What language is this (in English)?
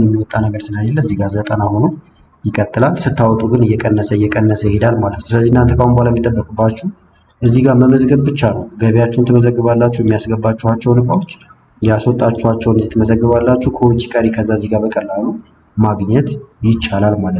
Amharic